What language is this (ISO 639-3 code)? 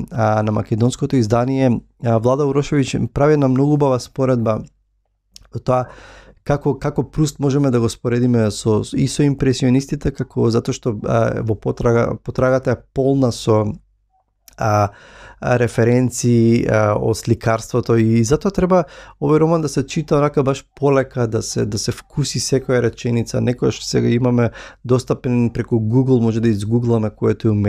mkd